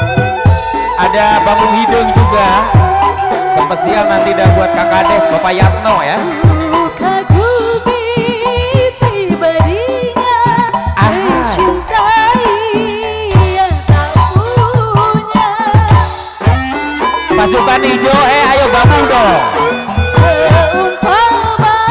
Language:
Indonesian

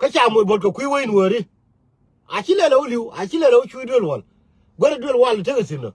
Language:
Nuer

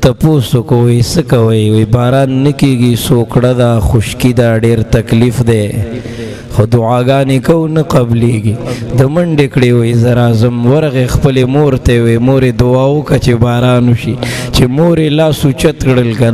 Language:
Pashto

